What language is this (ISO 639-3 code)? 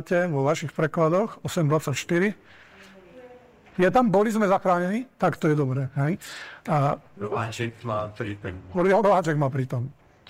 slk